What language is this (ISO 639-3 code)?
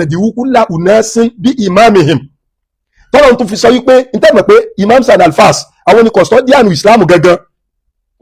yor